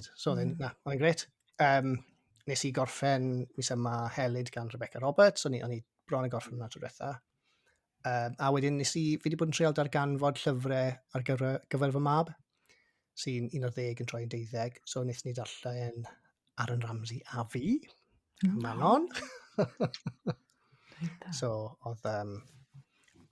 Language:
Welsh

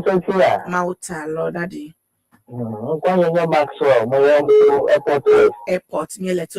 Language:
Ewe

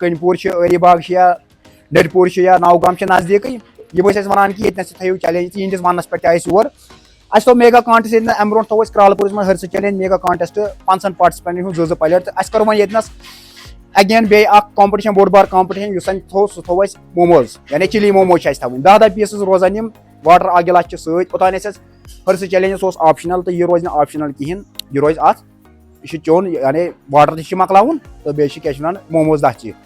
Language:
Kashmiri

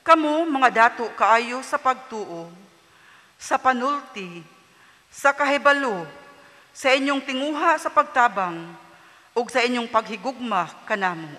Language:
Cebuano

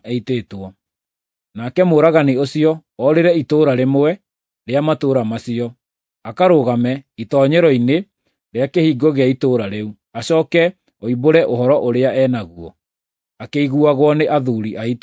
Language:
Kikuyu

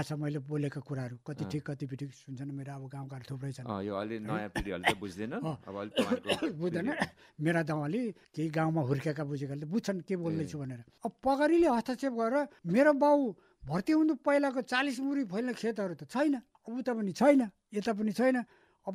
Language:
Nepali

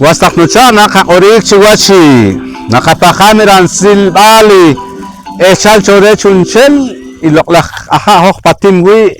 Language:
Poqomchi'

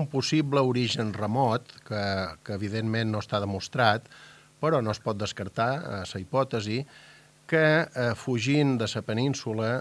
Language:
Catalan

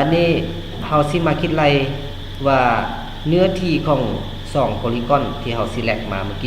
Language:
Lao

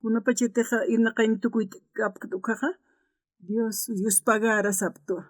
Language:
Aymara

